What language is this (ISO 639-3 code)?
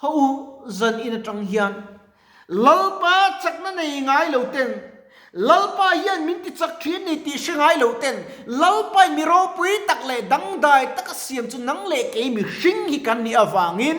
lus